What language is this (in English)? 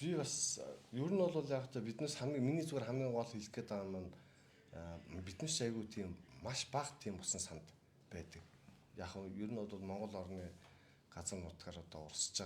Mongolian